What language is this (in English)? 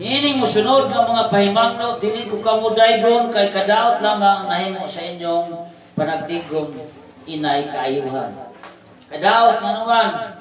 Cebuano